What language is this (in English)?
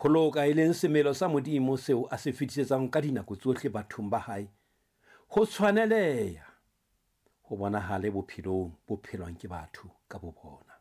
Southern Sotho